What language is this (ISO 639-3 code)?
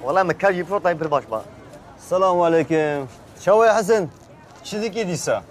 kur